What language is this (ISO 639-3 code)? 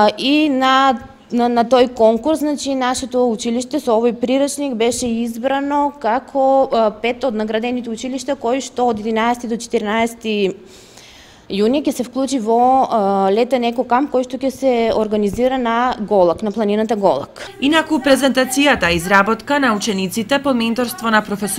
mkd